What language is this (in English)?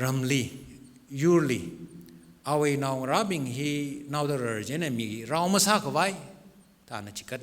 Tangkhul Naga (India)